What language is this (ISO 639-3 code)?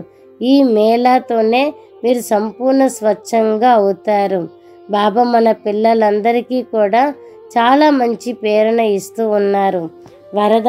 tel